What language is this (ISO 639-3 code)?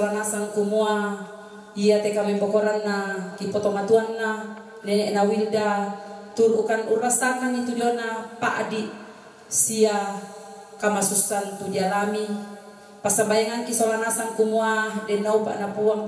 sda